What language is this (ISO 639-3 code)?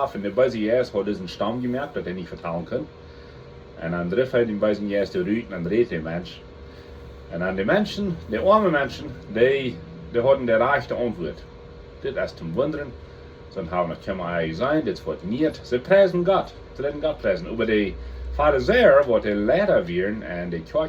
pdt